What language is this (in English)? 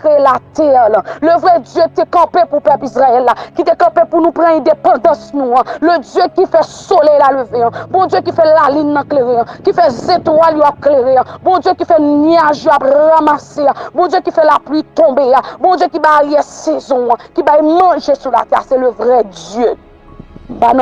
Haitian Creole